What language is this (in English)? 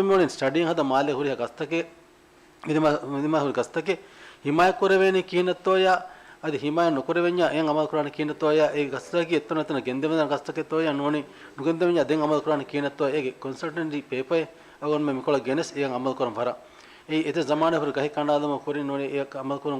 Divehi